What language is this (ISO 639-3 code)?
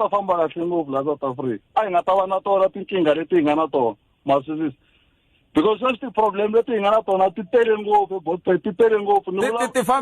tso